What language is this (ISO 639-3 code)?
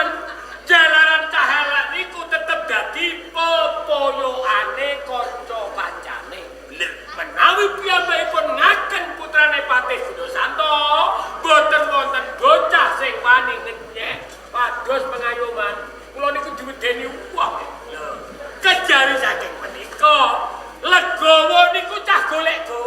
jav